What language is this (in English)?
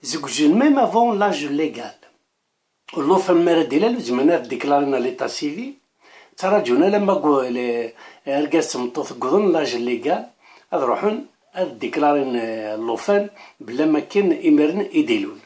Kabyle